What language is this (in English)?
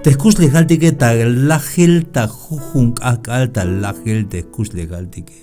Tzeltal